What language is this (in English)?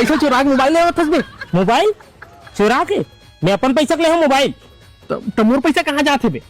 Chhattisgarhi